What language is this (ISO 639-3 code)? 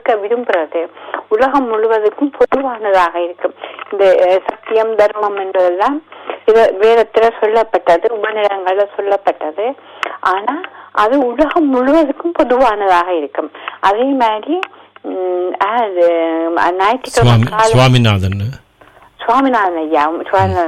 tam